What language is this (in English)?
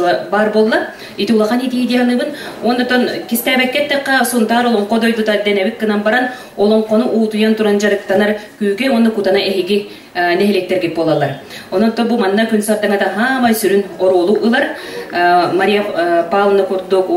Yakut